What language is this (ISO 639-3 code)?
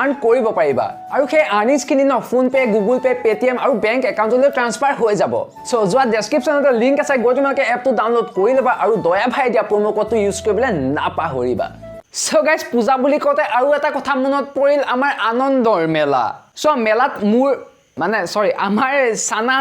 asm